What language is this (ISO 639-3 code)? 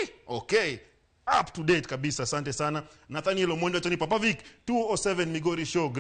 luo